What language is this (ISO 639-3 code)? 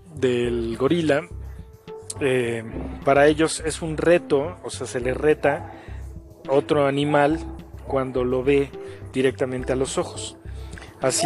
spa